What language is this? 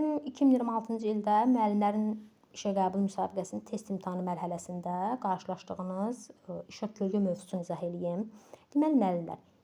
Azerbaijani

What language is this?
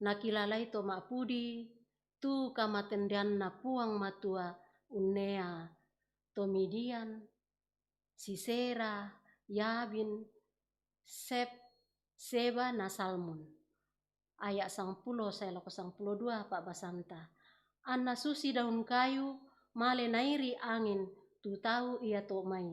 Toraja-Sa'dan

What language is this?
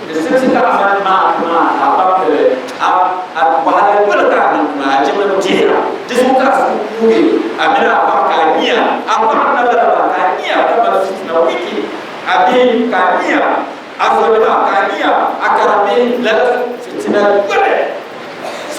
Dagbani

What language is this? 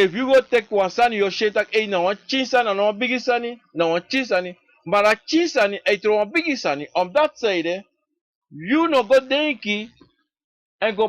Sranan Tongo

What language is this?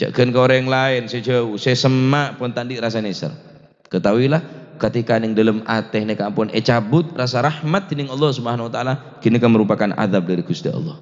Madurese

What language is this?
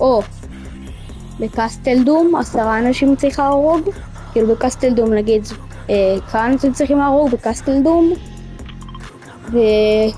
Hebrew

